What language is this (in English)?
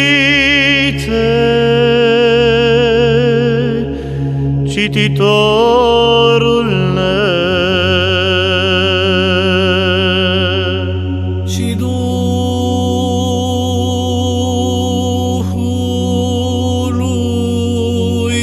Romanian